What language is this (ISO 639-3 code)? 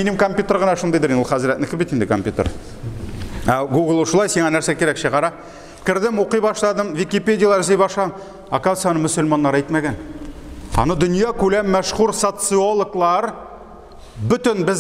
tat